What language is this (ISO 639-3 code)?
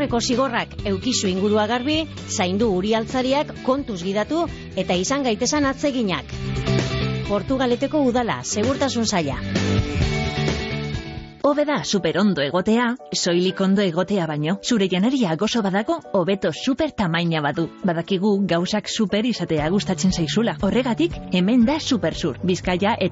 eus